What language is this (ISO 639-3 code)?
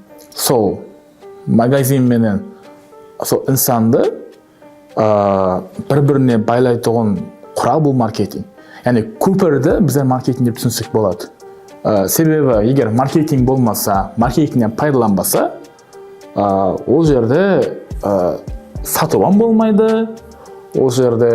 kaa